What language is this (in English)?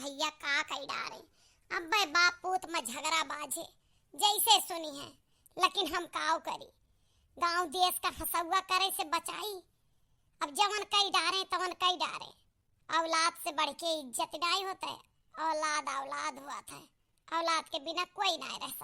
Awadhi